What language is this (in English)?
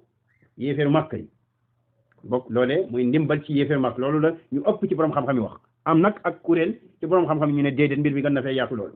Wolof